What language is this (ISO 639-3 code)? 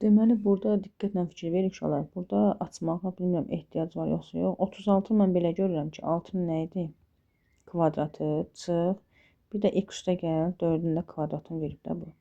aze